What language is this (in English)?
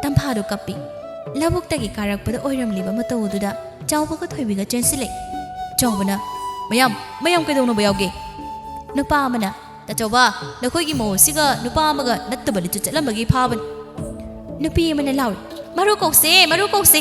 Manipuri